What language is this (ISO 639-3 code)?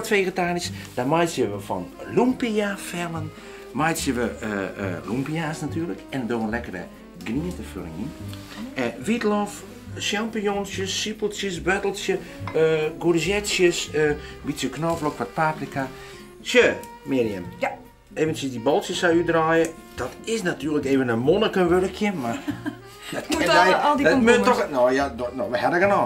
fry